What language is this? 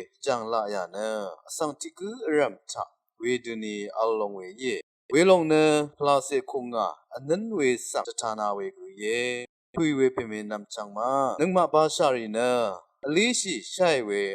Rawang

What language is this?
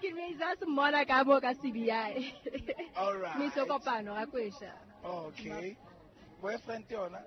Southern Sotho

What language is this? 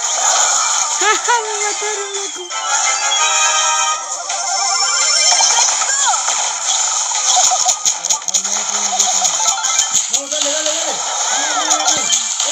Spanish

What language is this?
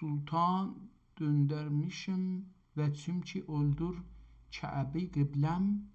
South Azerbaijani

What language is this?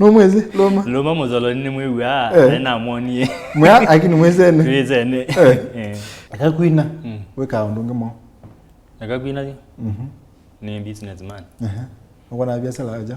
Kamba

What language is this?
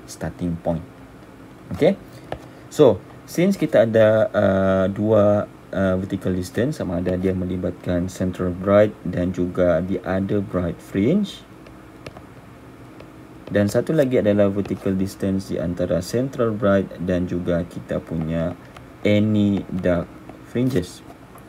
Malay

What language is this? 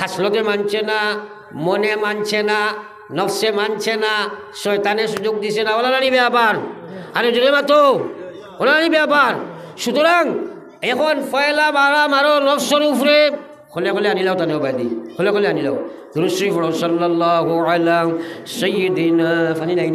Sylheti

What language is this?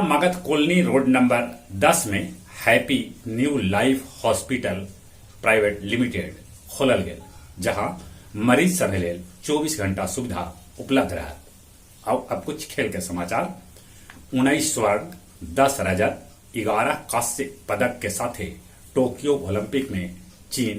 Magahi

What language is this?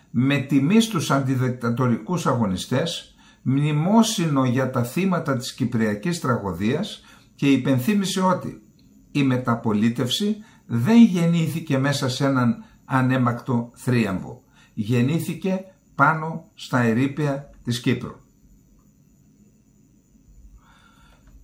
Greek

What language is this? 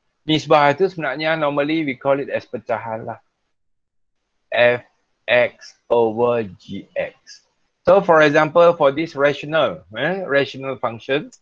Malay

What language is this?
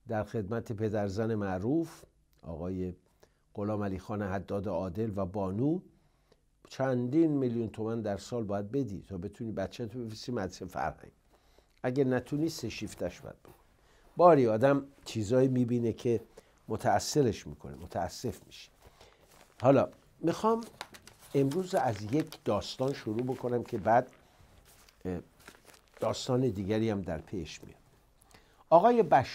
Persian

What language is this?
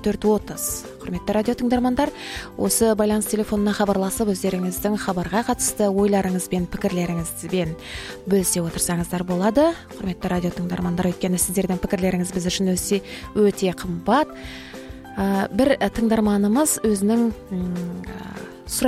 Kazakh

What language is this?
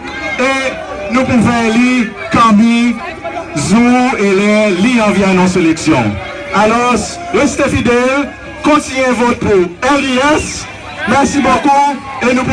Seselwa Creole French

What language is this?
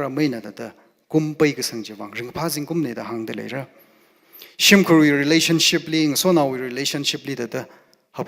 Tangkhul Naga (India)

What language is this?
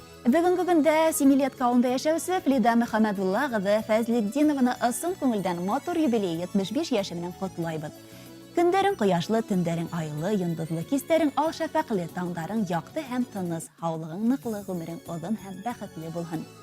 Bashkir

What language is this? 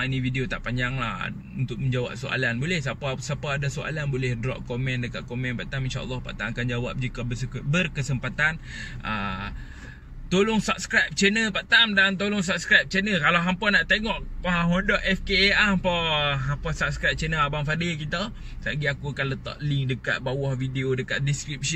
Malay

